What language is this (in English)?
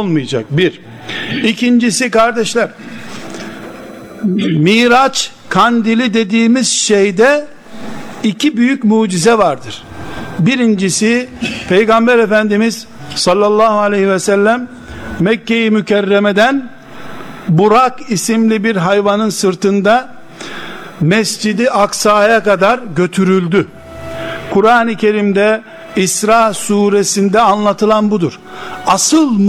Turkish